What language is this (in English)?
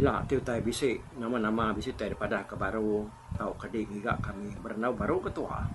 Iban